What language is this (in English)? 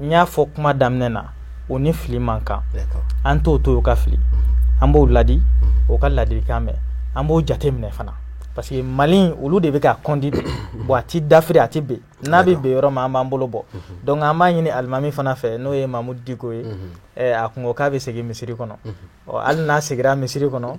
Bambara